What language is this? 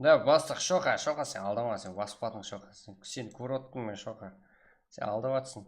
Kara-Kalpak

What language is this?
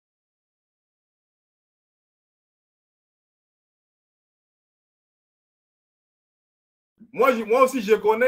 French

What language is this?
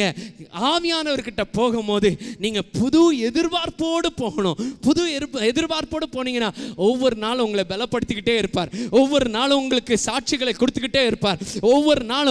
Tamil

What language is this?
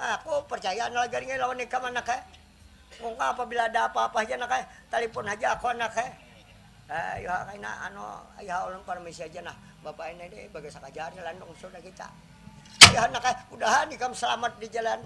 Banjar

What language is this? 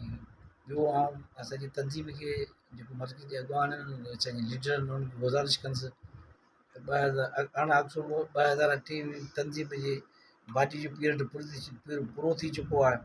Sindhi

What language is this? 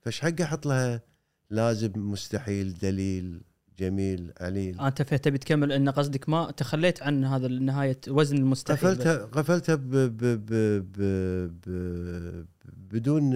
Gulf Arabic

